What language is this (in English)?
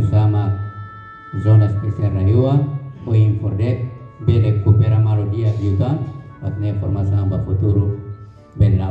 Tetum